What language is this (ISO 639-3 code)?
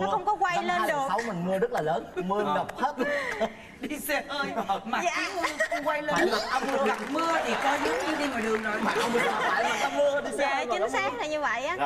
vie